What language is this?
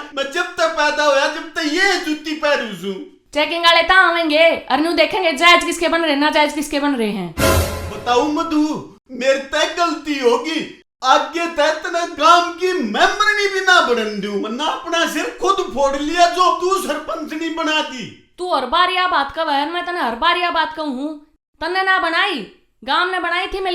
Haryanvi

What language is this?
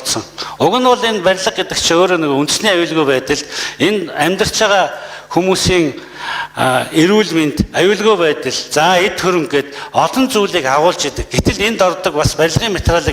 Mongolian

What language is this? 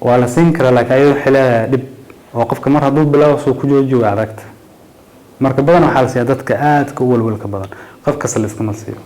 Somali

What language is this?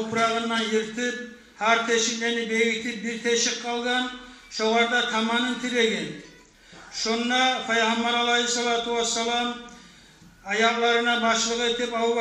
Kumyk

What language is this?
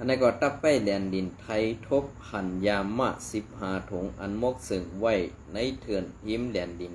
Shan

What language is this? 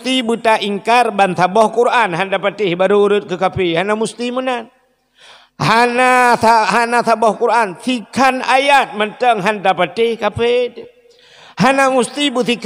Achinese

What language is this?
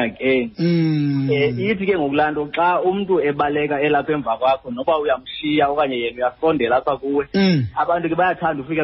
Xhosa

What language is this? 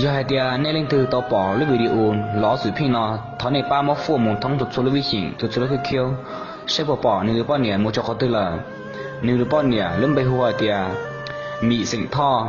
Hmong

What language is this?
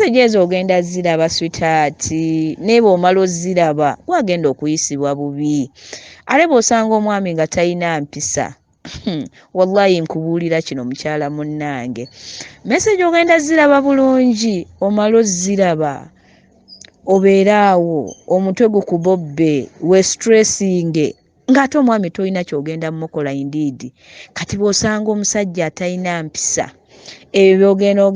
Ganda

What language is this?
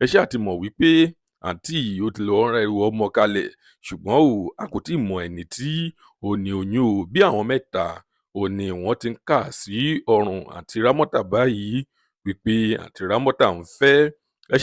Yoruba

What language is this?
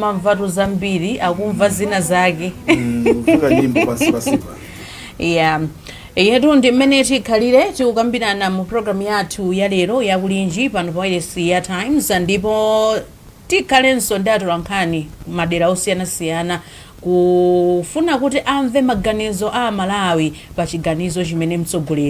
Nyanja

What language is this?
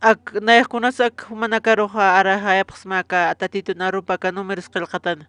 Aymara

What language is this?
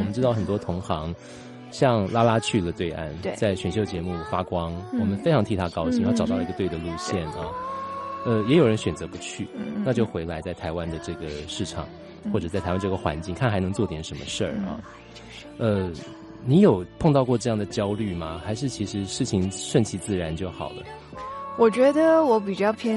Chinese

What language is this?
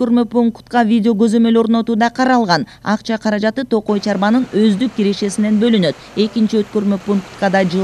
Kyrgyz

